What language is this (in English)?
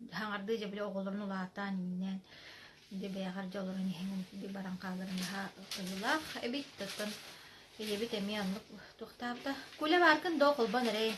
Yakut